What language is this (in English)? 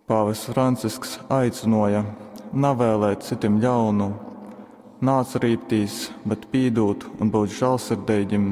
Latgalian